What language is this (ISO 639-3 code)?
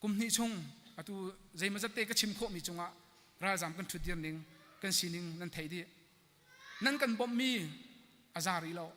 cnh